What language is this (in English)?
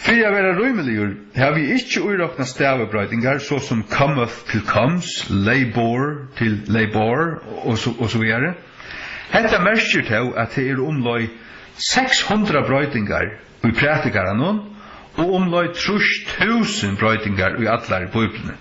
Faroese